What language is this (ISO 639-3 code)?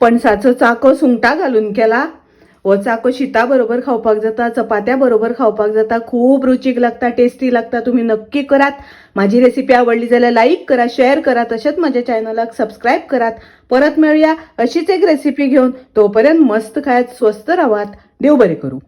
kok